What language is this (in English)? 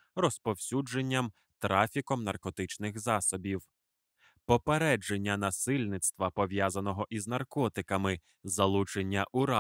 Ukrainian